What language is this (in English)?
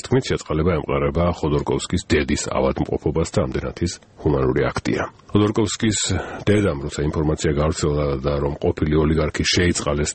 Georgian